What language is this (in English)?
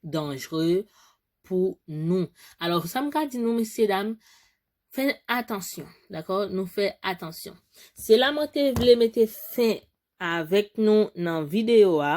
Haitian Creole